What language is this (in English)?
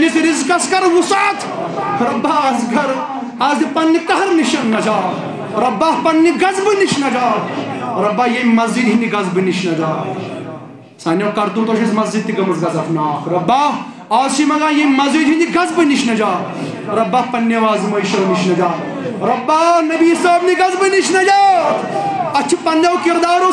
Kashmiri